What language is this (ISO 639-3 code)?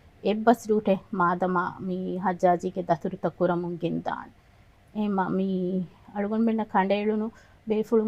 div